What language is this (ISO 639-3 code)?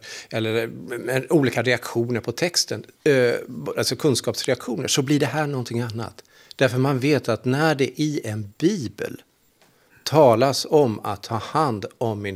swe